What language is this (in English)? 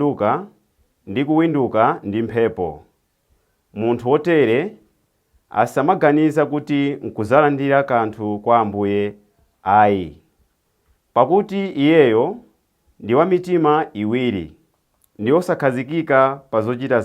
Nyanja